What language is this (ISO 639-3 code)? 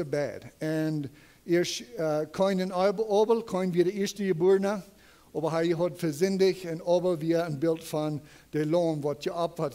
pdt